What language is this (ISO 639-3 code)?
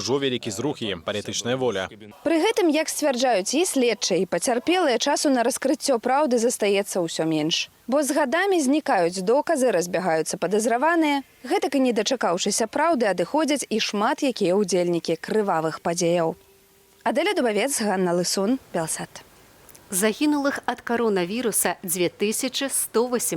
bel